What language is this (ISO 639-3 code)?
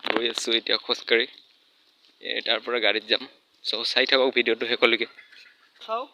asm